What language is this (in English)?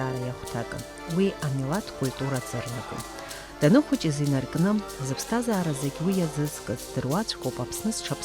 Abkhazian